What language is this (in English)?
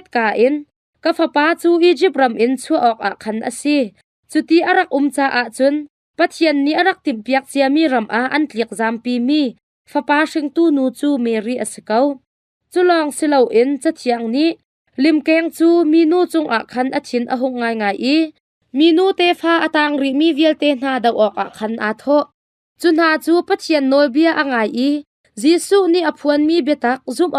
Hakha Chin